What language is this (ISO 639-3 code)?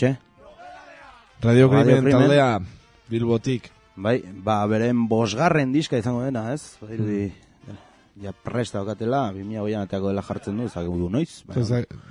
eus